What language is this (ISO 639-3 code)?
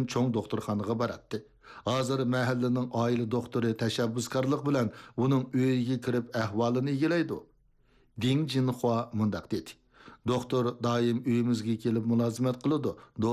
uig